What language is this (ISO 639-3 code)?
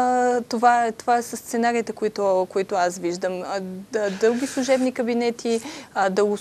bul